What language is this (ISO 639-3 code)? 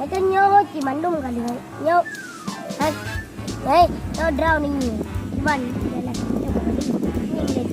ace